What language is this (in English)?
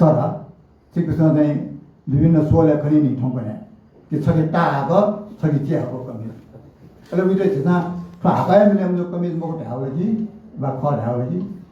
Newari